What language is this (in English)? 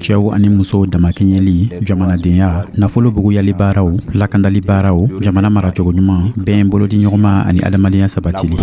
Dyula